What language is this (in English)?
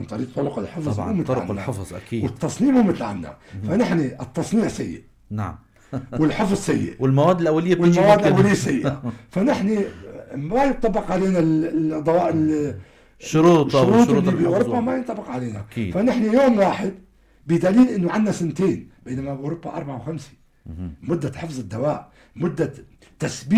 North Levantine Arabic